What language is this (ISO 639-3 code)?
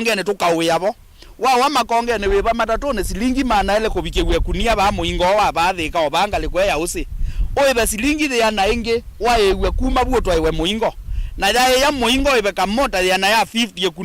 kam